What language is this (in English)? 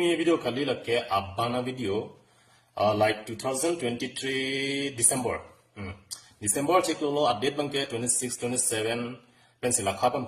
Karbi